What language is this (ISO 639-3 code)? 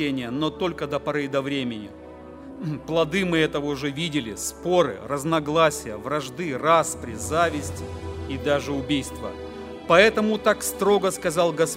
rus